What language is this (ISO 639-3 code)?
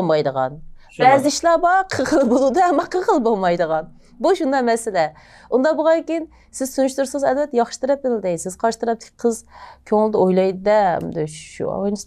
uig